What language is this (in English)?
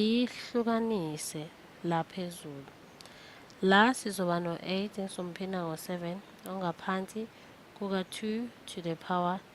Zulu